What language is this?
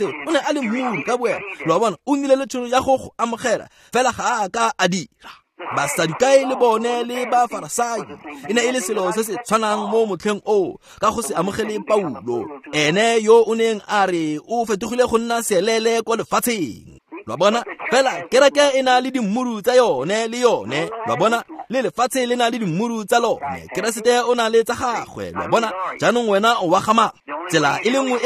Tswana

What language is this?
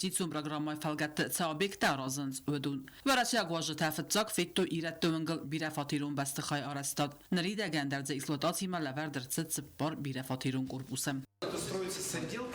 Ossetic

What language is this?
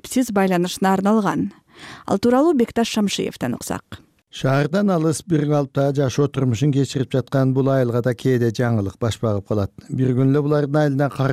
Kyrgyz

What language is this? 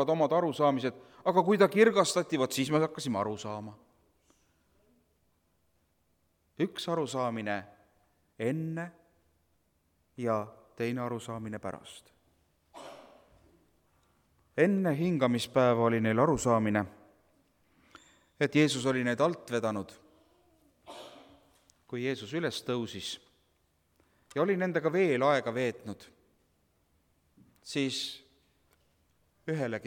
Estonian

